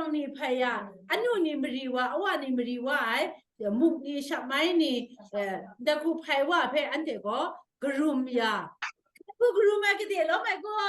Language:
Kachin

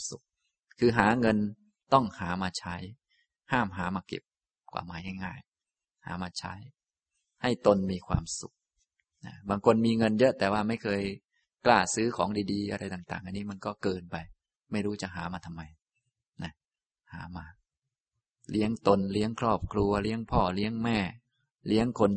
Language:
Thai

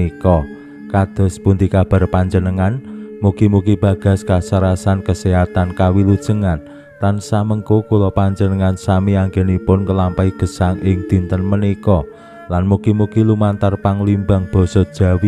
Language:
Javanese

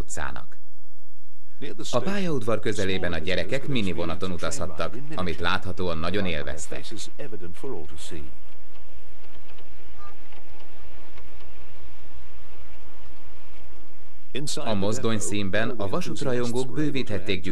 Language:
Hungarian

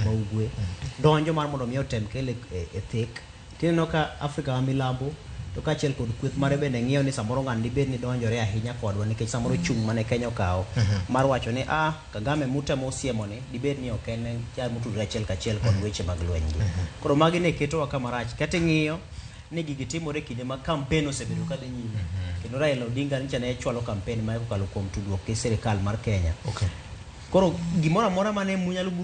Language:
Luo (Kenya and Tanzania)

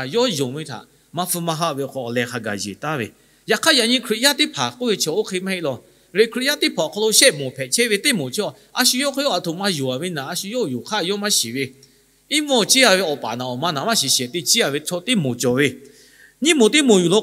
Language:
Lahu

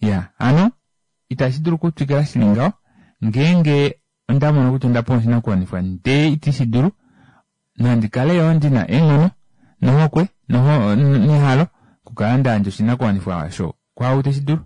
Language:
Kuanyama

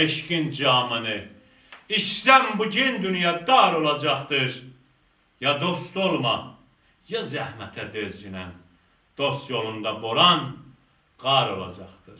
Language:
South Azerbaijani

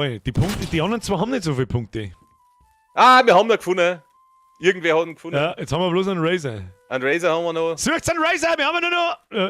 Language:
Bavarian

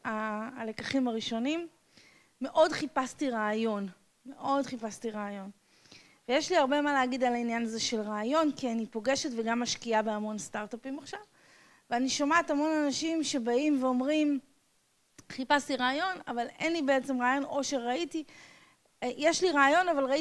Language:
Hebrew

